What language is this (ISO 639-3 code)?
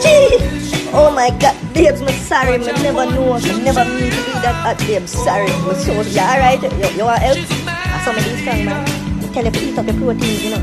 jam